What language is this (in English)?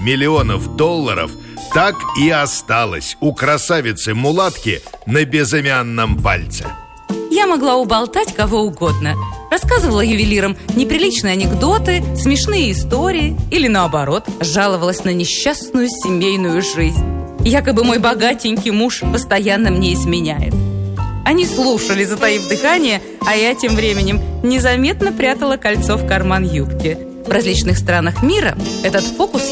Russian